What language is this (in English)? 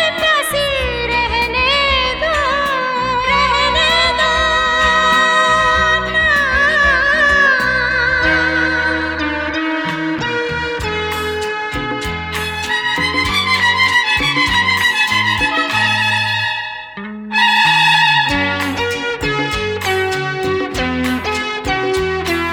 Hindi